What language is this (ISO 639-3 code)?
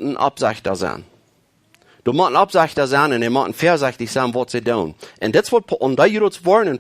pdt